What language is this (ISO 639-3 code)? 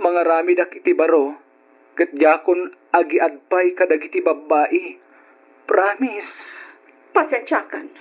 ilo